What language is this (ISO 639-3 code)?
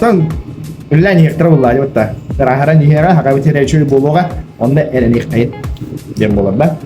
sah